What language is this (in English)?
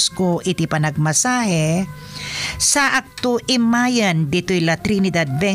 Iloko